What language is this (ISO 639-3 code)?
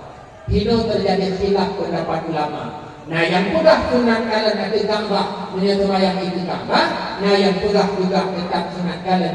ace